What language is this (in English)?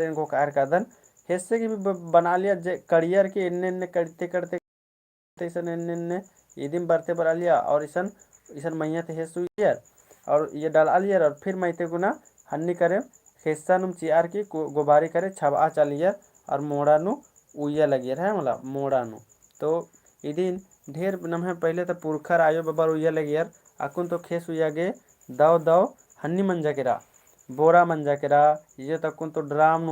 Kurukh